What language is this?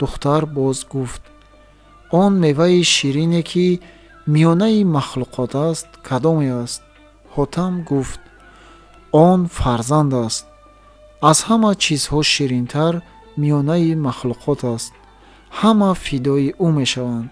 Tajik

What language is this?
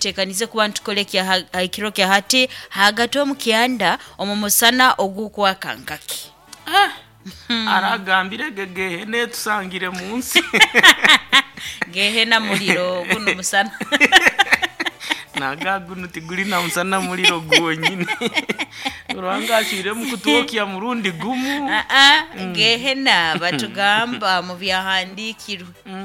Nyoro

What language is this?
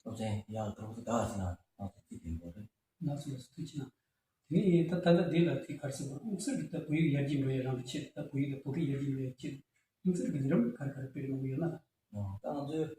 Tibetan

